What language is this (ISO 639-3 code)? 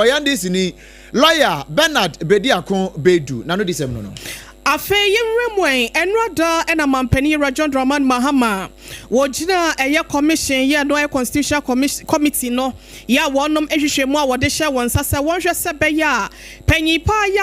aka